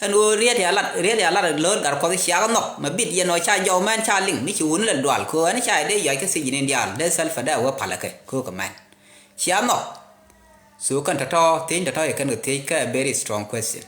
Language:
Nuer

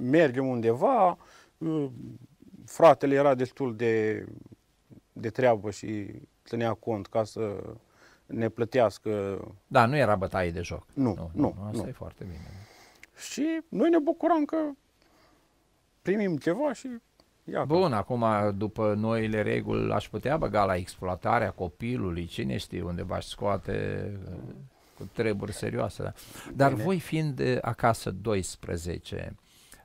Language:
Romanian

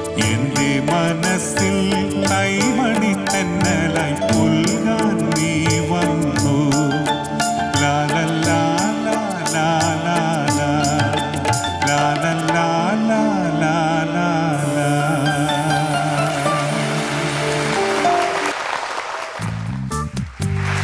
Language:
Malayalam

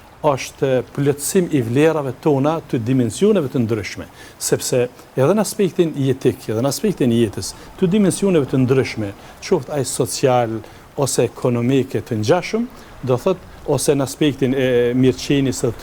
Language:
Albanian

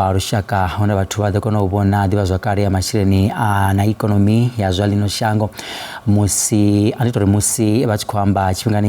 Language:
Venda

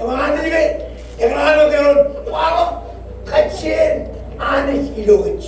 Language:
Marshallese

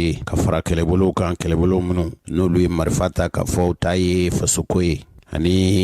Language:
Bambara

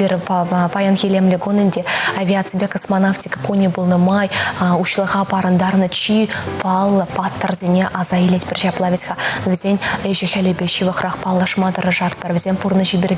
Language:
Chuvash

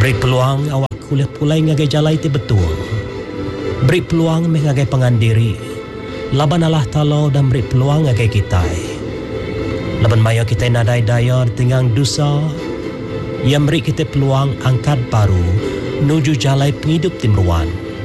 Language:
Iban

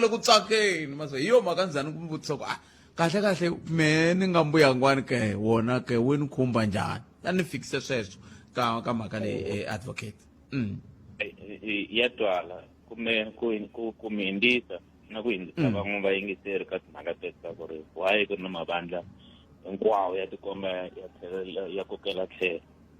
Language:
Tsonga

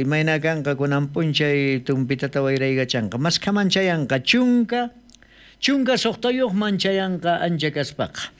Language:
South Bolivian Quechua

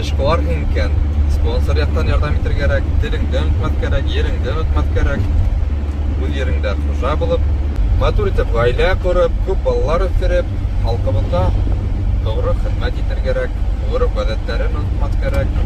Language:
Bashkir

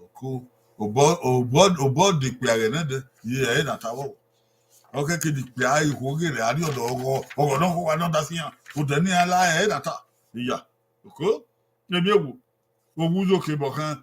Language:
Bini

